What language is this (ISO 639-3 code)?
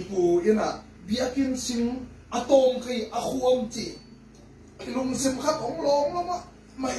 ctd